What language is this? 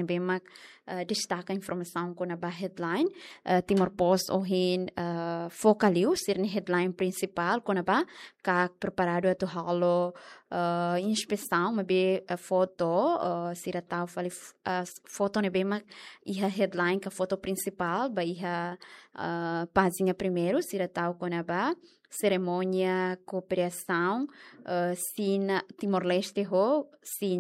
Tetum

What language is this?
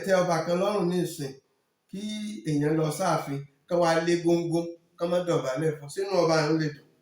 Yoruba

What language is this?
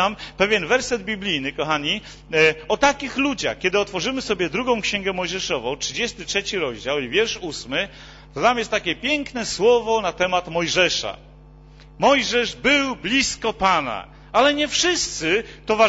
Polish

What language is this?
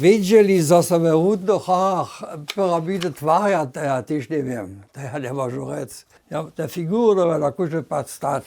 Upper Sorbian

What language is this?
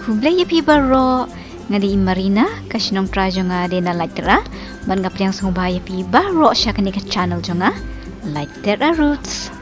Khasi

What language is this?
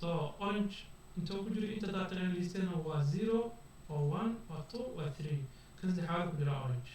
Somali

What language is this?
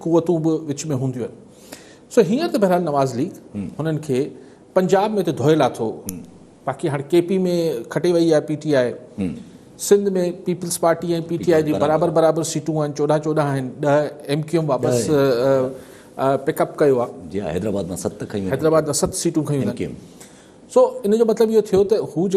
Sindhi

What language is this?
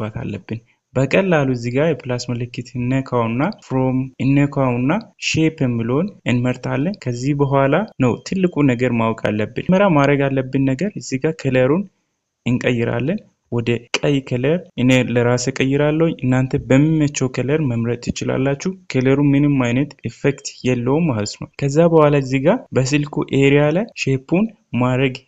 Amharic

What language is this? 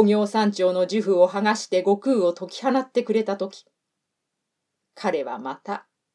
Japanese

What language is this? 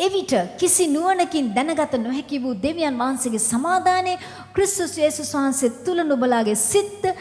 Sinhala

